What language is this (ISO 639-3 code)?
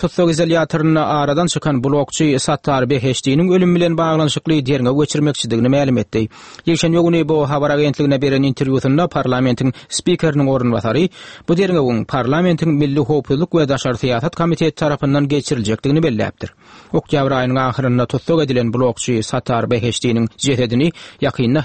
tuk